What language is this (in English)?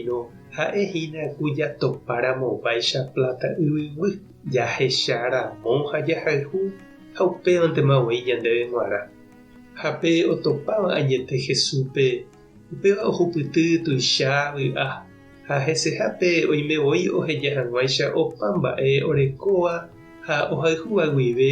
Guarani